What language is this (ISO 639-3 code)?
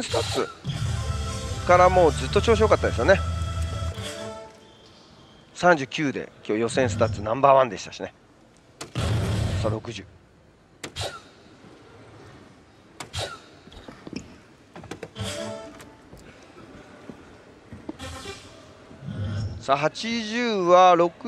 jpn